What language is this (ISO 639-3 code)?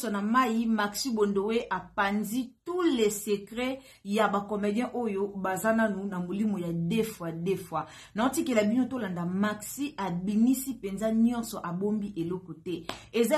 lin